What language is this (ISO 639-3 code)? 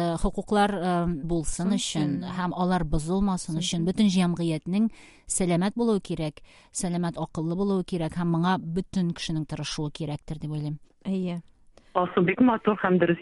tat